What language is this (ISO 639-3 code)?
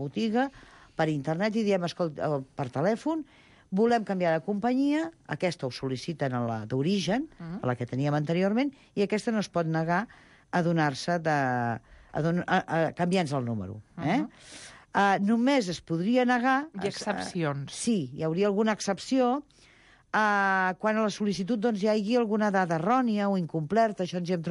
cat